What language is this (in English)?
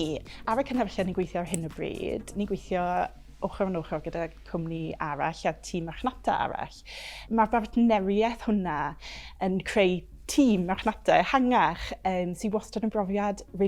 Welsh